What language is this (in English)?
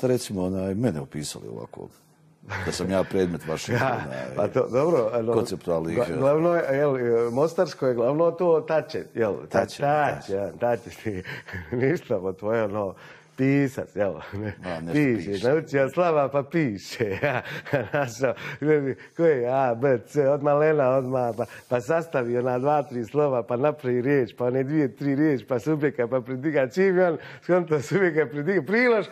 Bosnian